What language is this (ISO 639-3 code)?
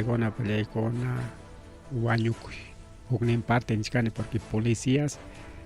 quy